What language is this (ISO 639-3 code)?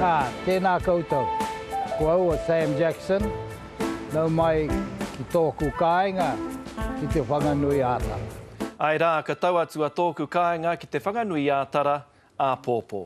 mri